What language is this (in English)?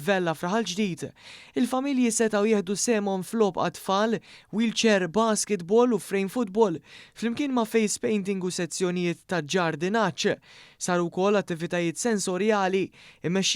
Maltese